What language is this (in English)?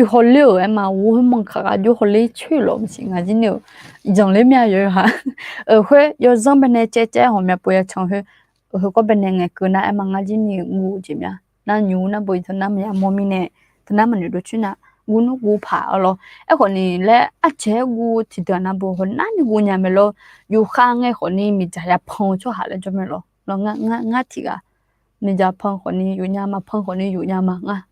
Akha